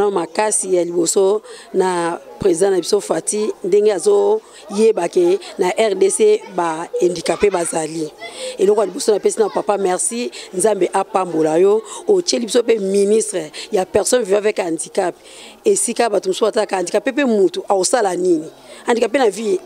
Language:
Lingala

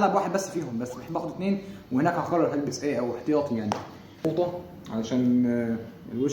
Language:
Egyptian Arabic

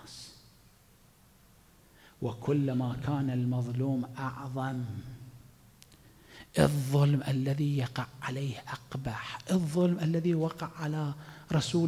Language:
Arabic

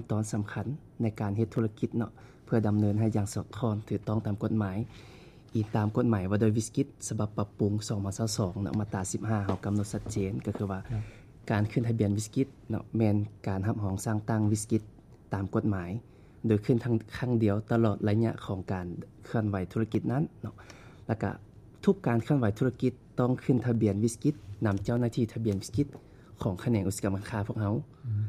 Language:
Lao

